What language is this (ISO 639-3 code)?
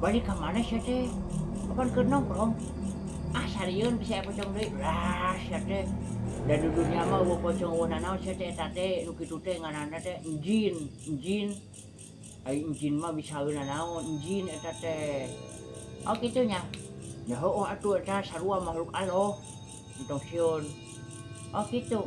sun